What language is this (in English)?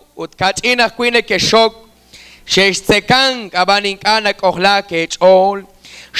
Kekchí